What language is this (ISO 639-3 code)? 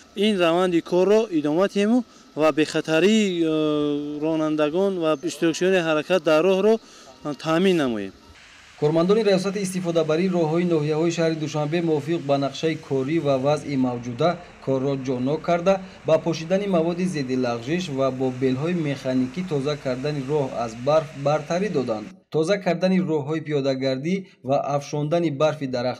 tgk